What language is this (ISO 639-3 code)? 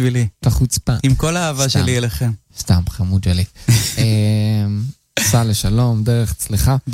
heb